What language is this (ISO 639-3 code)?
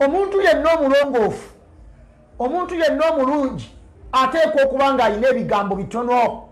lug